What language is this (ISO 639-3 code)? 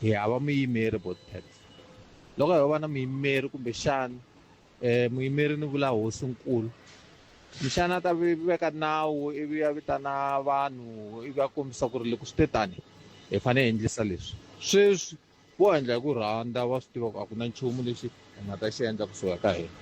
tso